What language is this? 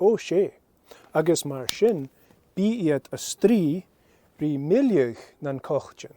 Scottish Gaelic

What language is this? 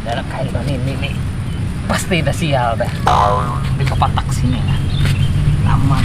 Banjar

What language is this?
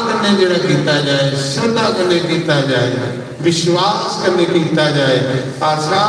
Dogri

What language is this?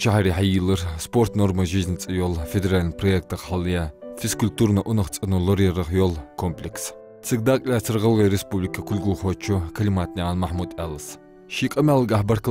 Ingush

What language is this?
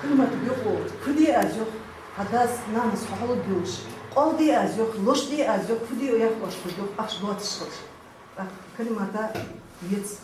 Ingush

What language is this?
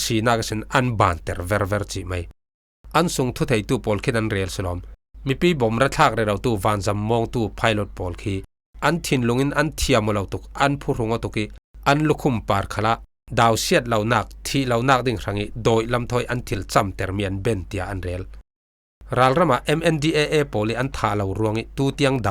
Falam Chin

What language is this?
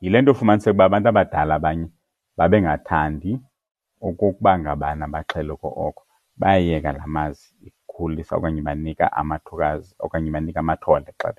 Xhosa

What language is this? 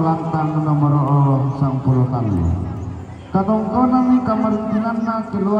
Toraja-Sa'dan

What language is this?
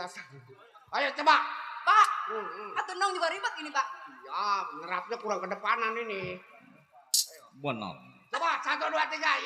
Betawi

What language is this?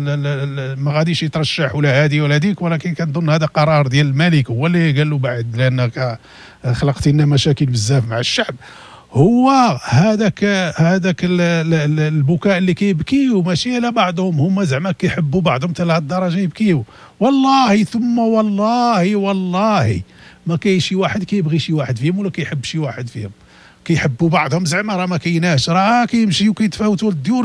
Moroccan Arabic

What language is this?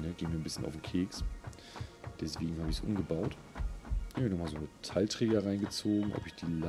German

